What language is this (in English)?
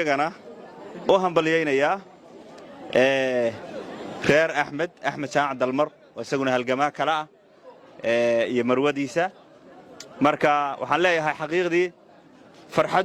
Somali